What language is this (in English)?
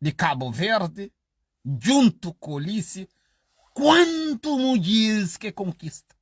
Kabuverdianu